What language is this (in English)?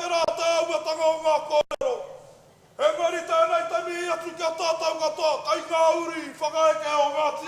Māori